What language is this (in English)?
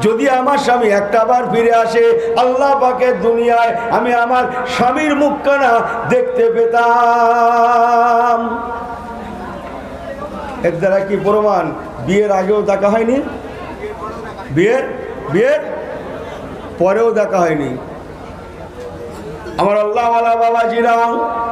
Bangla